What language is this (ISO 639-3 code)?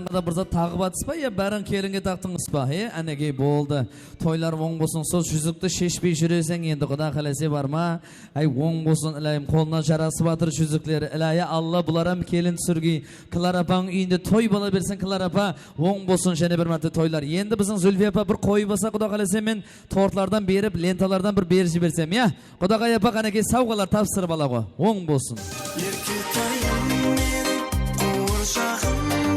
kaa